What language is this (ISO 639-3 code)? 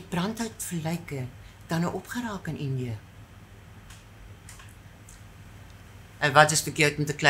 afr